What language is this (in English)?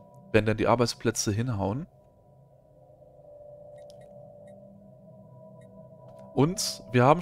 German